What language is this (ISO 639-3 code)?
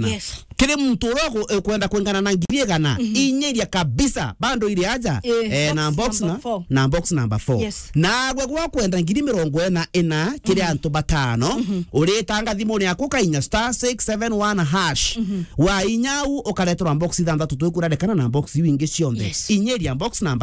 mer